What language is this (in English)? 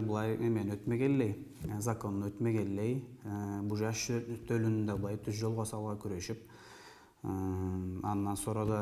Karachay-Balkar